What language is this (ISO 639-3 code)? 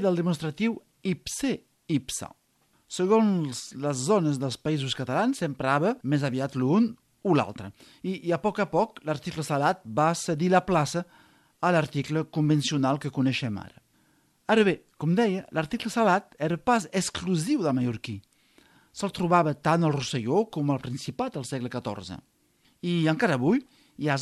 cat